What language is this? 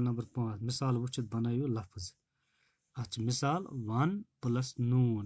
Kashmiri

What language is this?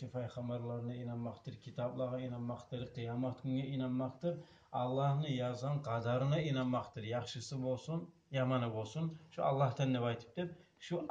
Kumyk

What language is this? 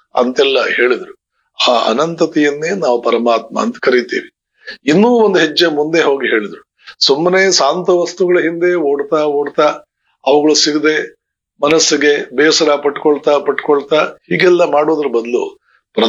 Kannada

